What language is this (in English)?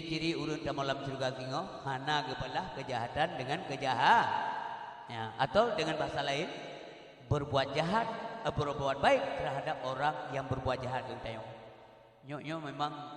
Achinese